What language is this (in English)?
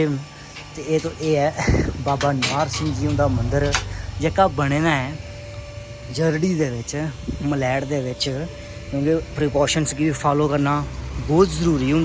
Dogri